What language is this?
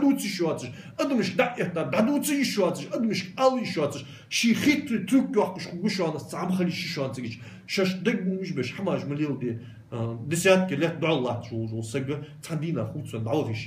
Ingush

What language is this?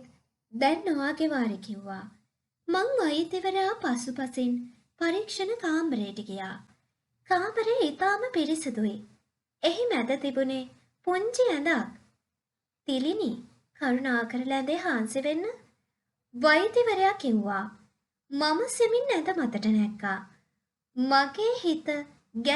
Sinhala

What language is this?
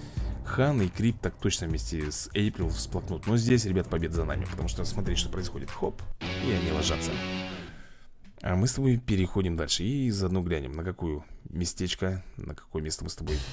Russian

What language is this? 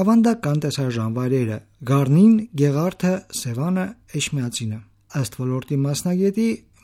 Armenian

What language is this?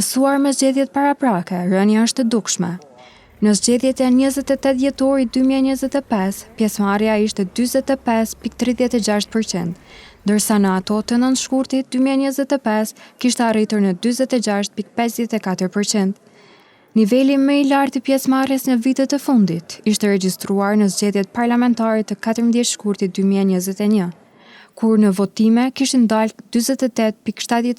Albanian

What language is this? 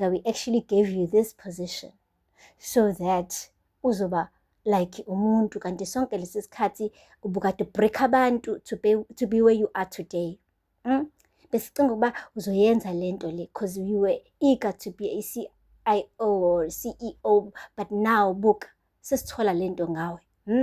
Zulu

